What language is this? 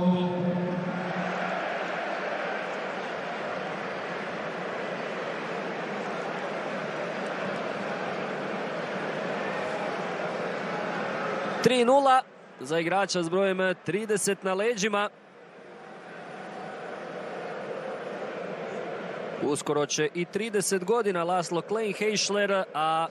Croatian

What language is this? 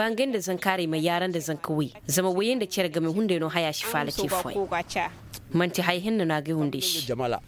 Koyraboro Senni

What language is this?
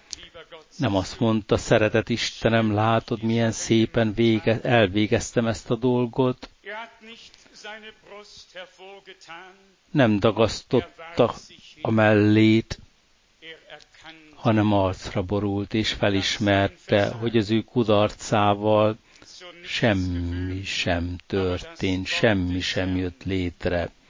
Hungarian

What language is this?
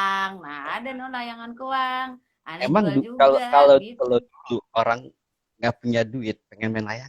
Betawi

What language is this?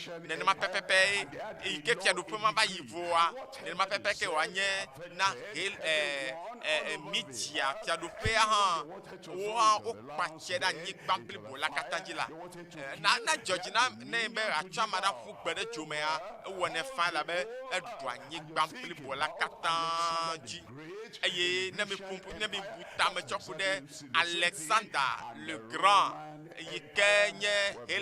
Ewe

